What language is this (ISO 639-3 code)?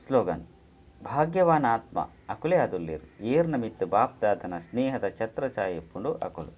tcy